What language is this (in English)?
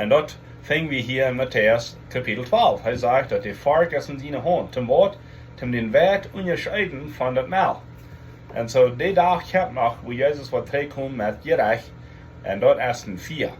Plautdietsch